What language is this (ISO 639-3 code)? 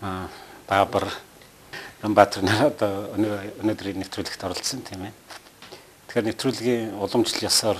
mon